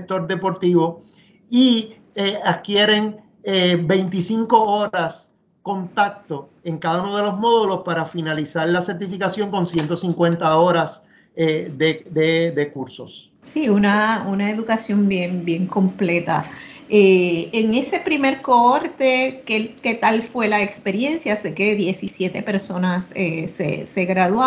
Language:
Spanish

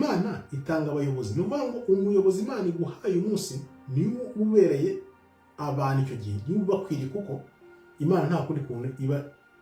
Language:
Kinyarwanda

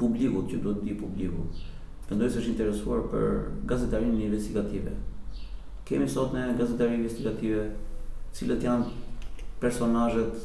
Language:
Albanian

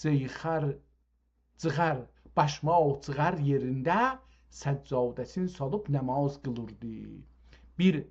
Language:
South Azerbaijani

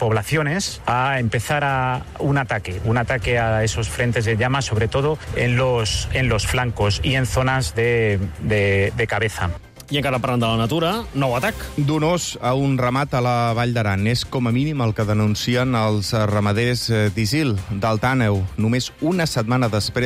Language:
Catalan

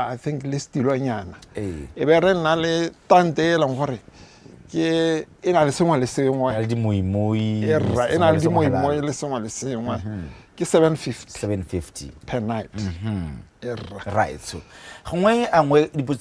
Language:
Tswana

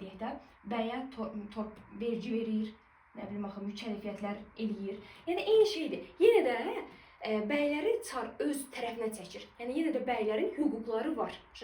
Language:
Azerbaijani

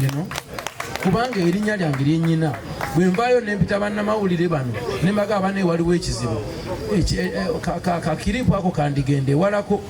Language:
Ganda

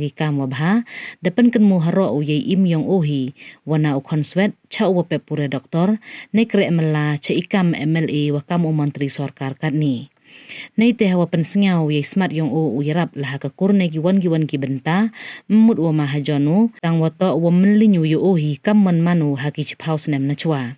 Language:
Khasi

